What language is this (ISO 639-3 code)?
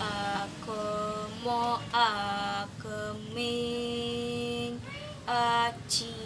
jav